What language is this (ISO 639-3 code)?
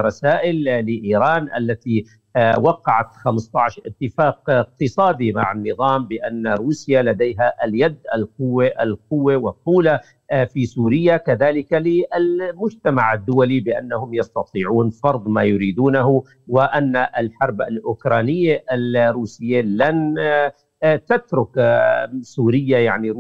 ara